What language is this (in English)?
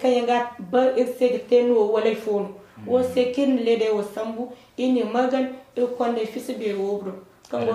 Zarma